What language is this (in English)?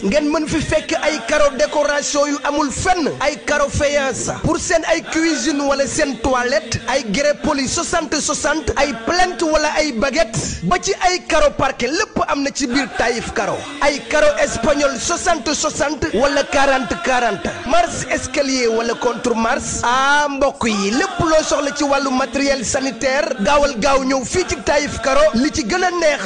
Wolof